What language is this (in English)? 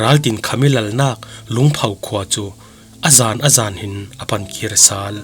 Falam Chin